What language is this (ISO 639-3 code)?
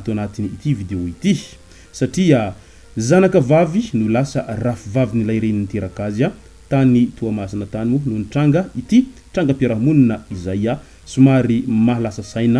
mlg